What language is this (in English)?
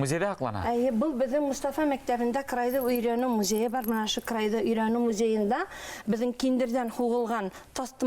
Bashkir